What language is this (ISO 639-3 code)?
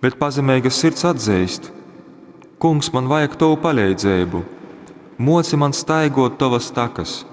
ltg